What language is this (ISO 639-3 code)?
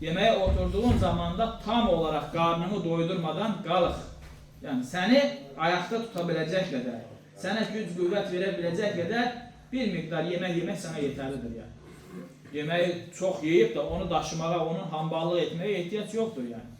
aze